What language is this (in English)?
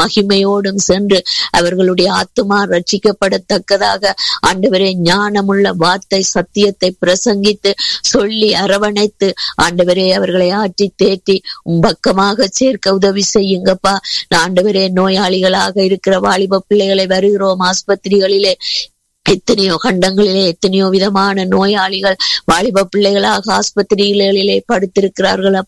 Tamil